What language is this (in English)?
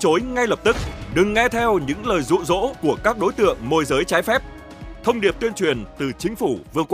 Vietnamese